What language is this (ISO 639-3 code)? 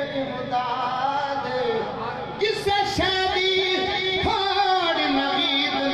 skr